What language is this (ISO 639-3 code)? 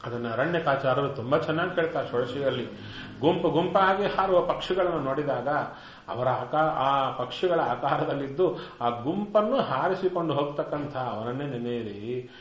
kan